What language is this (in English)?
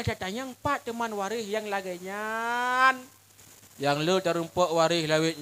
Achinese